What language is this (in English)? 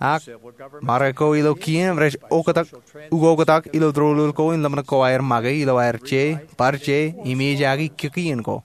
Marshallese